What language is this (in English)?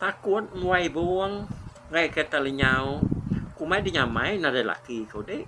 Iban